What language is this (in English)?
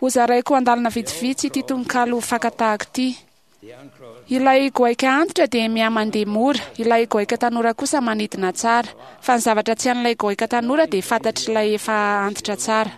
Malagasy